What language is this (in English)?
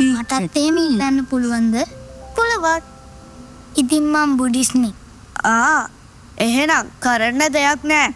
Sinhala